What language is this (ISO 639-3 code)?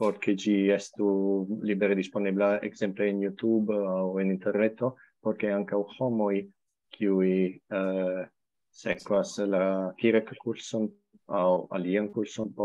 epo